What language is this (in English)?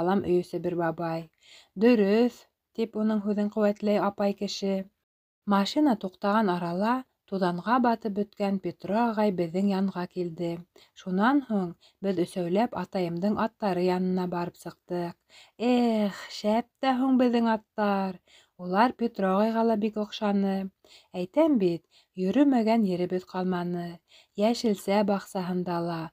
Bashkir